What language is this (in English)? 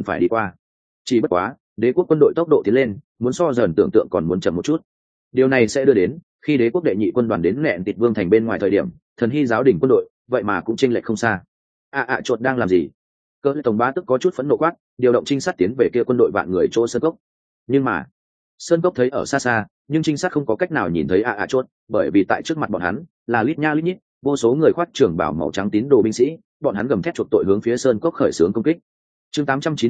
Vietnamese